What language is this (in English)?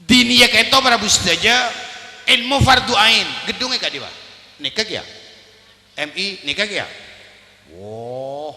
Madurese